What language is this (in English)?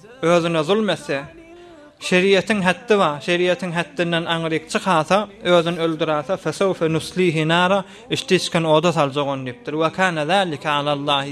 Turkmen